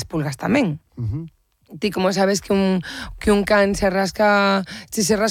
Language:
Galician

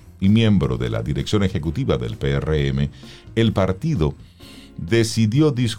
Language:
Spanish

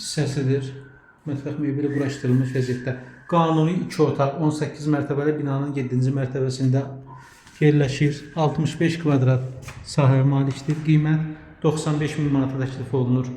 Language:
Azerbaijani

